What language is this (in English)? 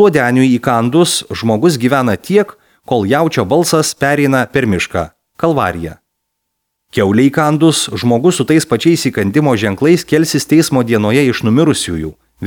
Lithuanian